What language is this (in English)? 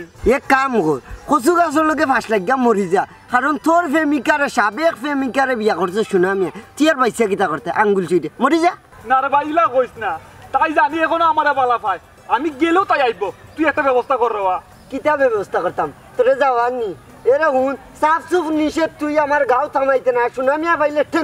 Sylheti